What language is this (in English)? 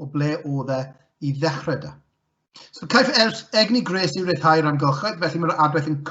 Welsh